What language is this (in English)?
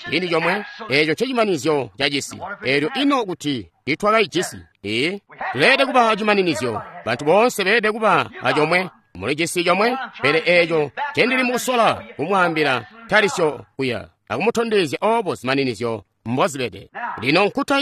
Tonga (Zambia)